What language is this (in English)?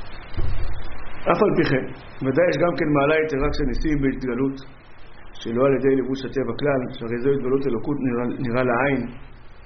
Hebrew